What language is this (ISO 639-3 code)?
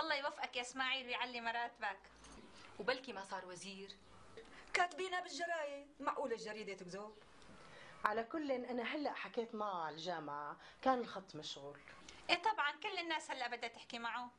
apc